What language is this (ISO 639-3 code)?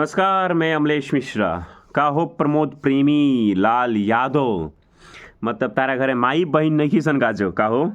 bho